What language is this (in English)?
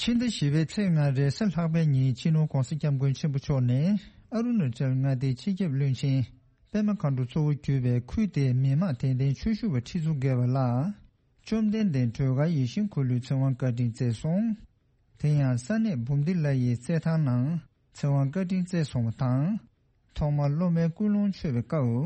Tibetan